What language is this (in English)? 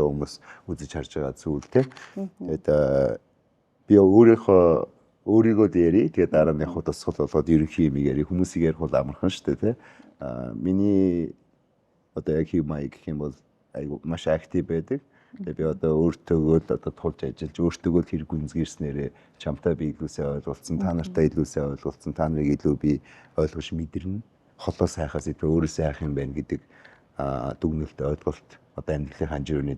Mongolian